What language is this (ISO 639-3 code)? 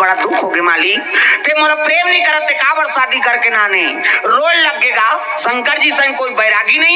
hne